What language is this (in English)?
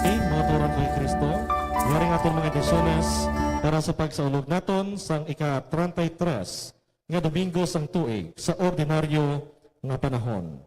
Hiligaynon